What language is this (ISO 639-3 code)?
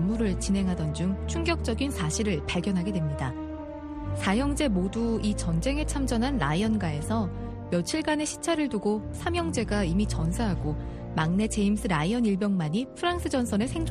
kor